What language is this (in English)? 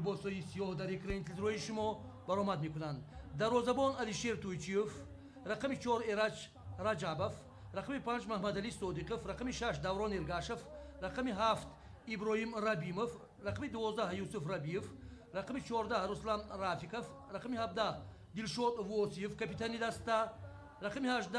Tajik